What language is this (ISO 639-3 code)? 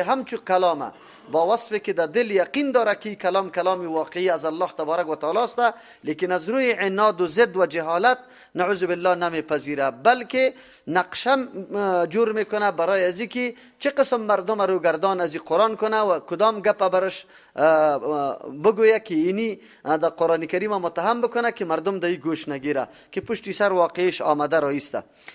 fas